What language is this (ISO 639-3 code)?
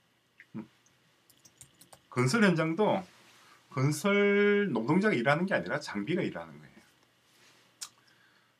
kor